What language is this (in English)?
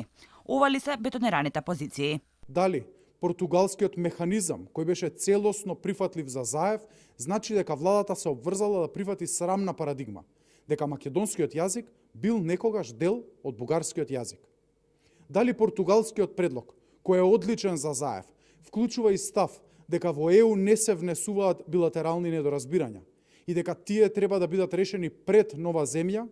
Macedonian